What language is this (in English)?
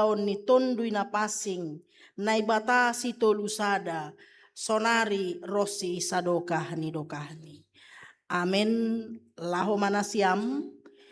Batak Simalungun